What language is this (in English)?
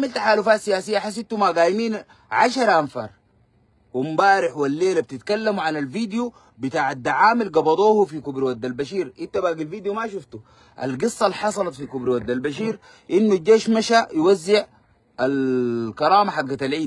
Sudanese Arabic